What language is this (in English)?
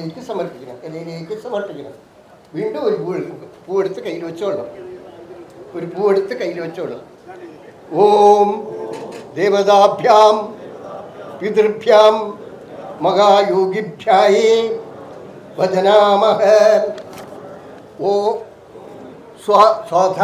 Malayalam